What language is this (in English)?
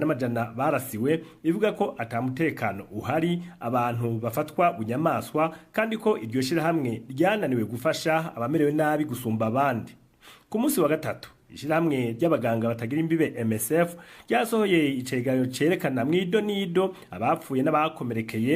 Rundi